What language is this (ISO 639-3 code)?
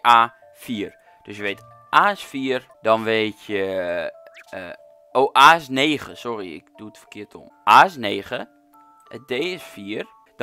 nld